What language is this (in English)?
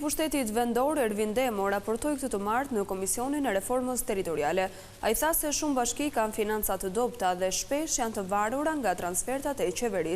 Albanian